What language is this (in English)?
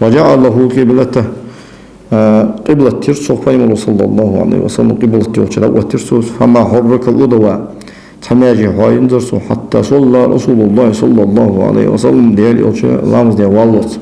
Ingush